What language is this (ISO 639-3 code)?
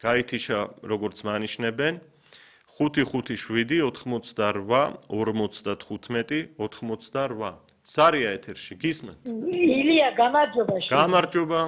kat